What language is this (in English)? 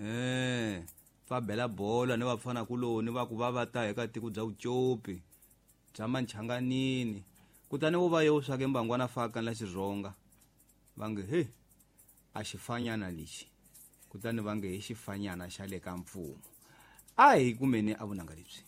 Tsonga